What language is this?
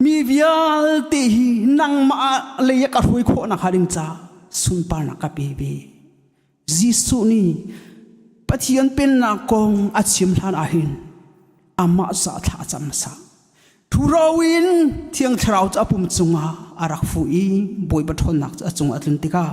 Hakha Chin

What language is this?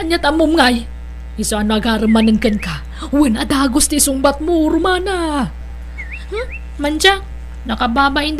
Iloko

